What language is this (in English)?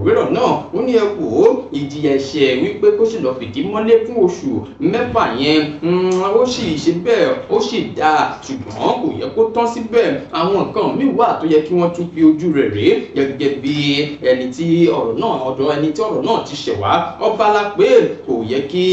Yoruba